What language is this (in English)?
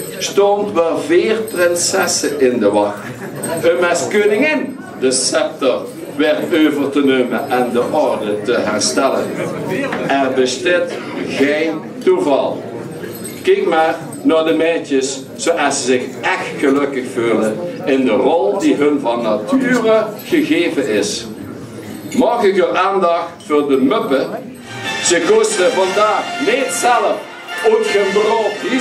Limburgish